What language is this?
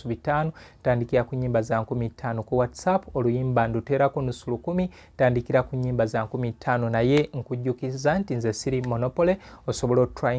Ganda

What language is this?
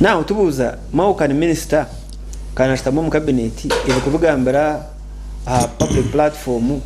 Nyankole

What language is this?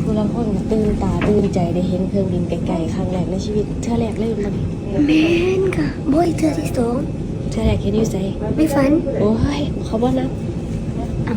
Northeastern Thai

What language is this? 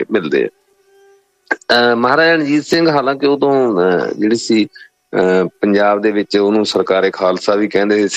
Punjabi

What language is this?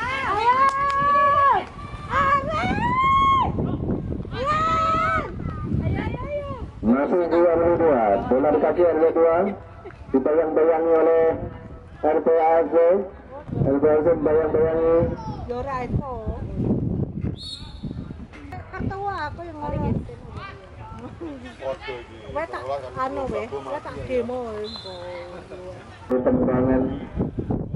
Indonesian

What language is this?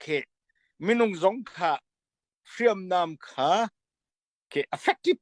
Falam Chin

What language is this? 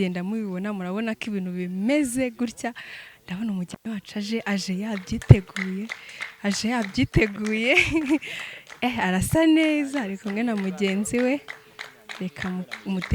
Kinyarwanda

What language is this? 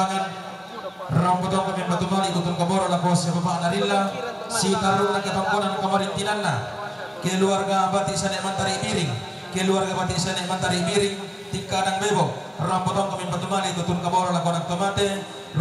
Toraja-Sa'dan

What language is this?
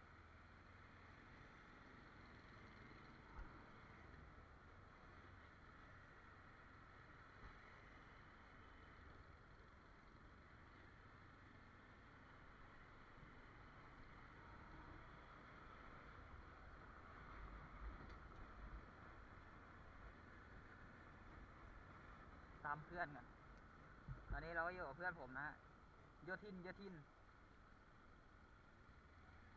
Thai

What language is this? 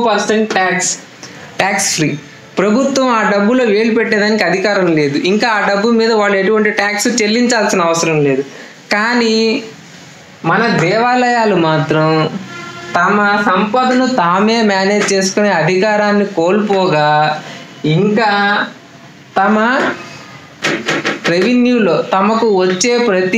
Telugu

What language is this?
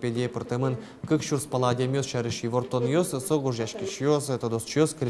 Udmurt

